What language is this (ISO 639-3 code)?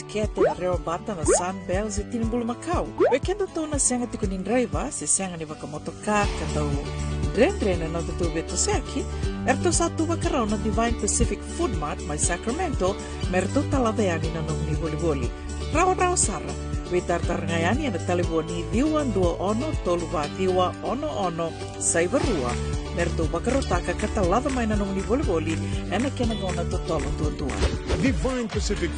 fij